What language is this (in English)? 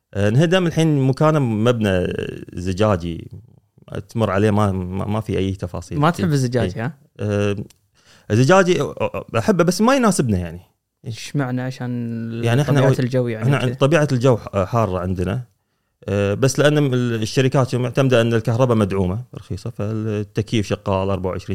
Gulf Arabic